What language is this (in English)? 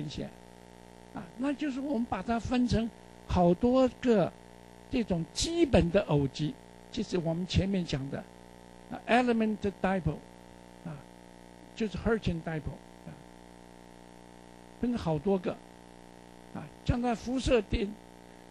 Chinese